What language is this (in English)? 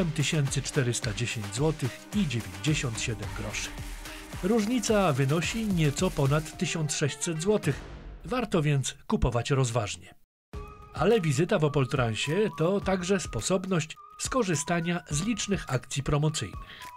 Polish